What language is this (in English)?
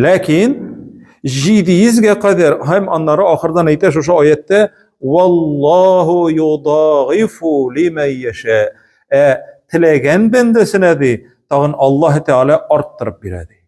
Tatar